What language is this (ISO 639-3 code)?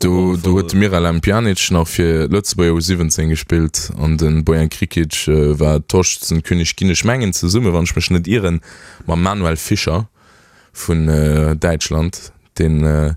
ltz